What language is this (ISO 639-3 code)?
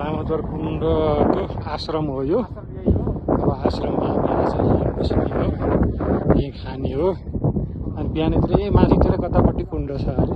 nep